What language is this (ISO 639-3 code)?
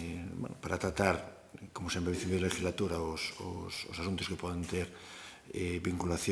glg